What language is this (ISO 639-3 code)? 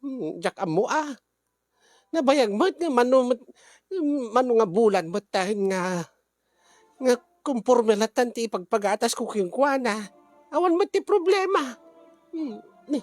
ilo